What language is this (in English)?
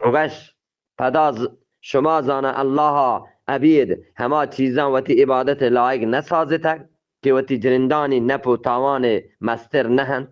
Eastern Balochi